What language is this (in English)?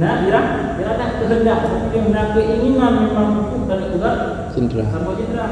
Achinese